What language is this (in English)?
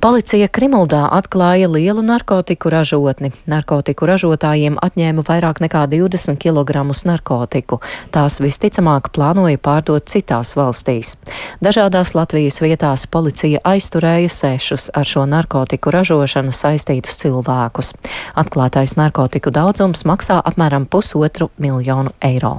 Latvian